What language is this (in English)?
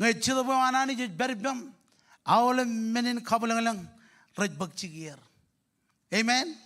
Marshallese